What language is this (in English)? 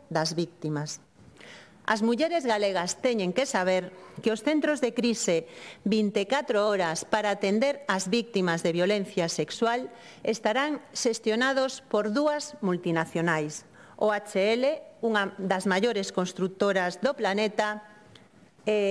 Galician